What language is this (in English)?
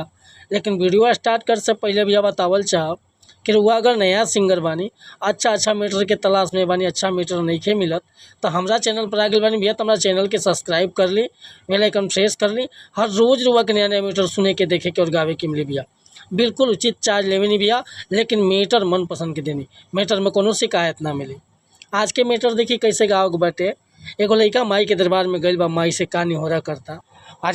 Bhojpuri